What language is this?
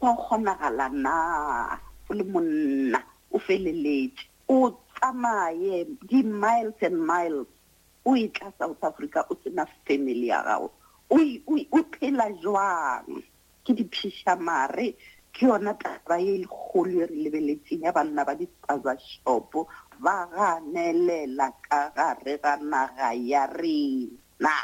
Northern Sotho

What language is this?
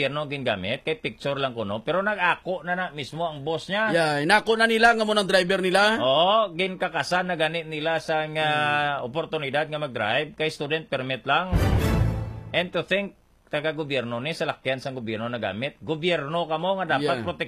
Hiligaynon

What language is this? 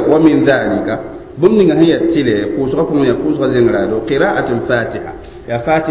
Mossi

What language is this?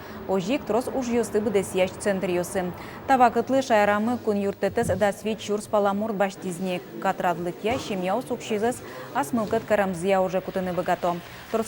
Udmurt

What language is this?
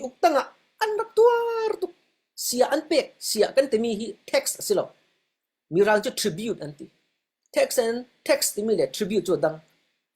Falam Chin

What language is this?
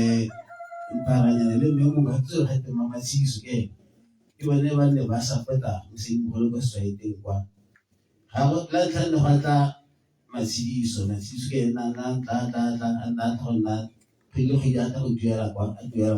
Tswana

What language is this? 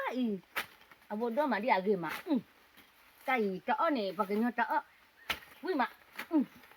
S'gaw Karen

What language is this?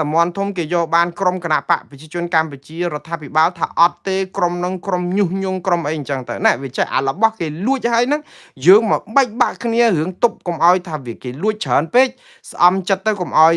Khmer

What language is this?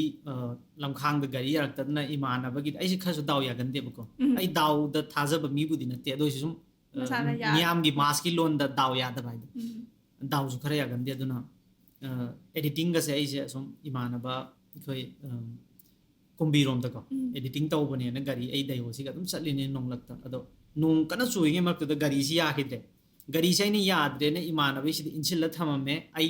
Manipuri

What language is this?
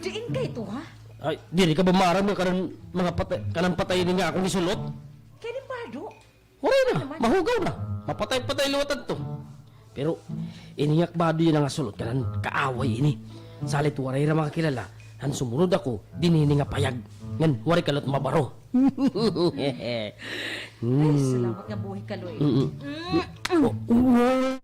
Waray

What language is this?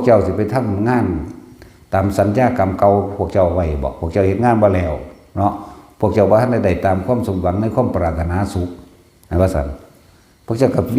Northeastern Thai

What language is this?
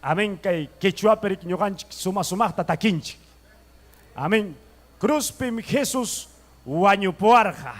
Ayacucho Quechua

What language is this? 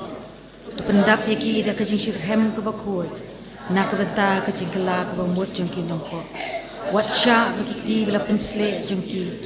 Khasi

